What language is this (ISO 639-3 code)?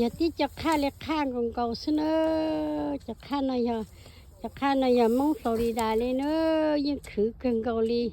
hmn